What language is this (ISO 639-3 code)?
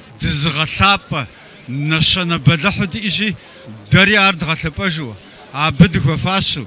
kbd